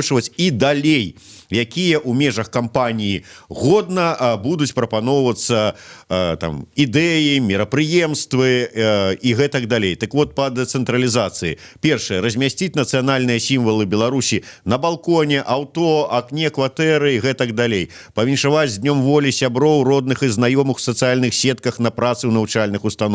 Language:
Belarusian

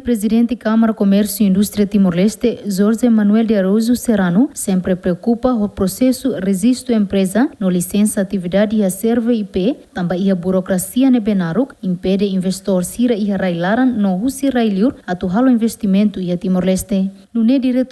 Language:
Tetum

